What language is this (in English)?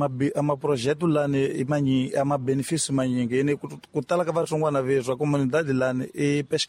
Tsonga